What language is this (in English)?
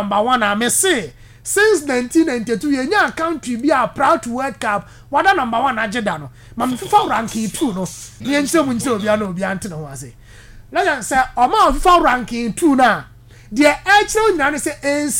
Akan